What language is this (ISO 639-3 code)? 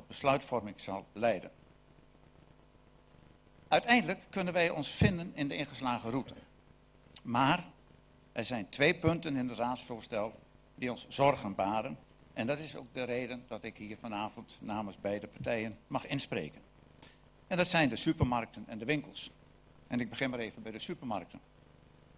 nld